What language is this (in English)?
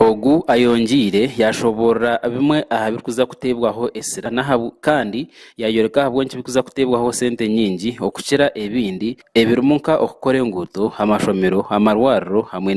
Nyankole